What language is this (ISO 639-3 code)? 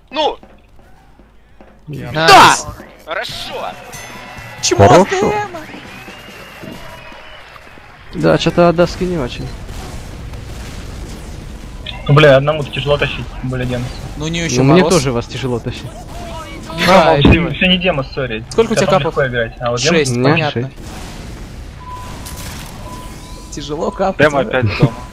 rus